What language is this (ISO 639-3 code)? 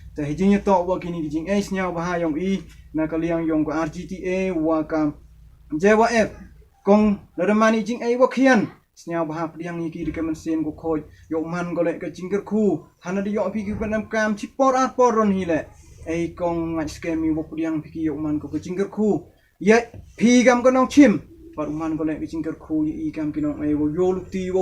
pbv